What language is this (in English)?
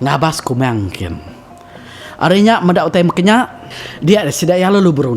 Iban